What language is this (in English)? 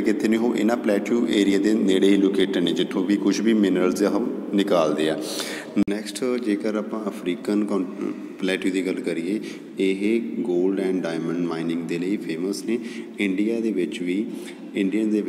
Punjabi